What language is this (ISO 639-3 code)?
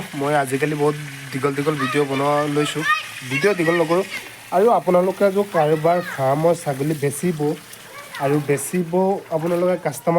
asm